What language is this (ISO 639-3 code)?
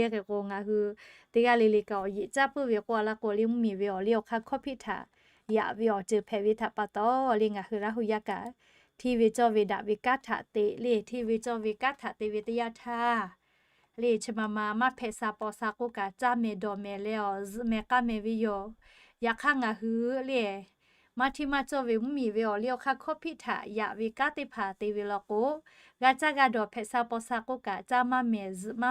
lhu